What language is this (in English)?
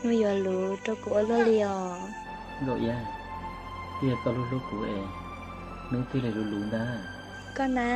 Hmong